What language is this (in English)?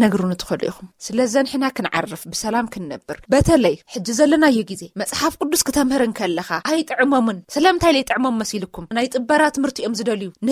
Tigrinya